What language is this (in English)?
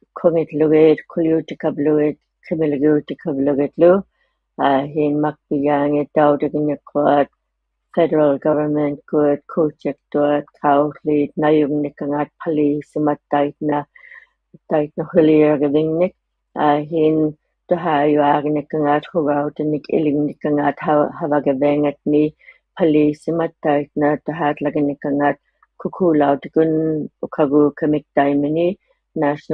Inuktitut